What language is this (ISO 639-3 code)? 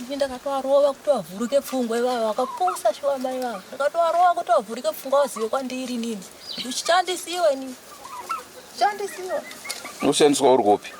sna